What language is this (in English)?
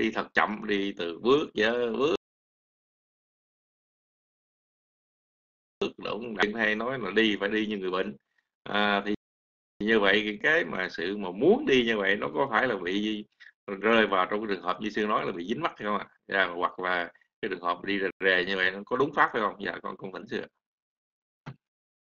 Vietnamese